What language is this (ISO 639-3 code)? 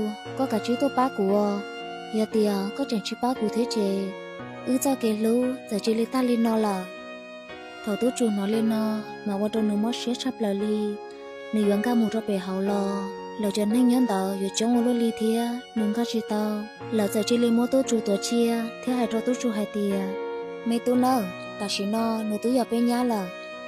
hmn